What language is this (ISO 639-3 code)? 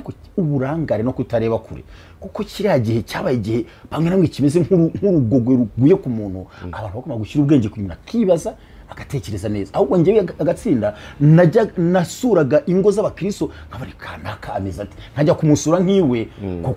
kin